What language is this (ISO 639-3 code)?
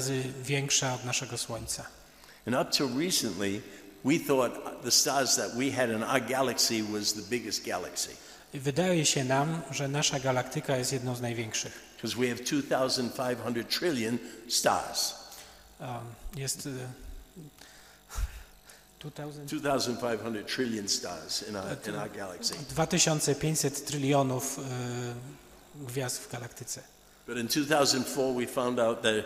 pol